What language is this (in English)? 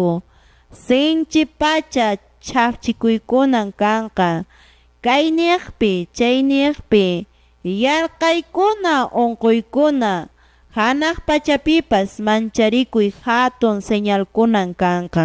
Quechua